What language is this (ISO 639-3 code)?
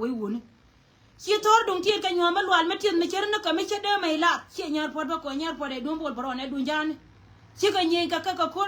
nus